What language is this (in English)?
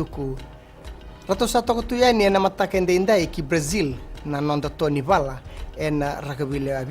Fijian